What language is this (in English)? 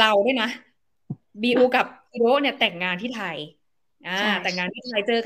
Thai